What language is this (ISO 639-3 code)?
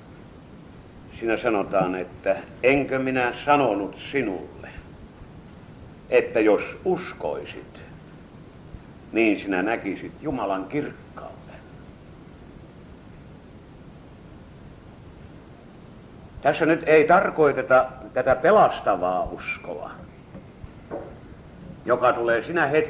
fin